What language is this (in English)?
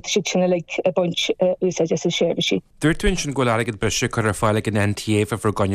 Irish